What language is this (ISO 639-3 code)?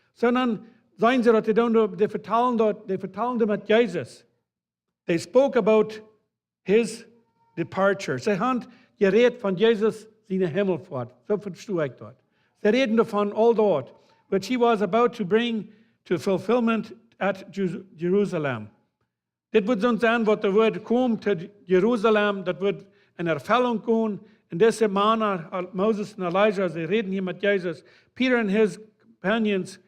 pdt